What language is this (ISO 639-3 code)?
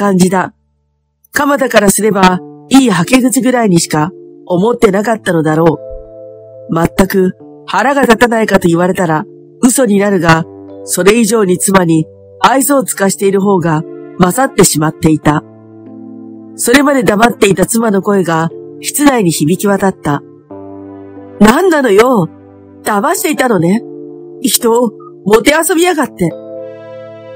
jpn